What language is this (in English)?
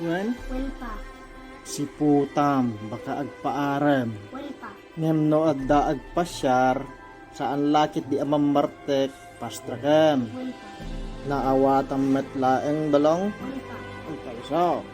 Iloko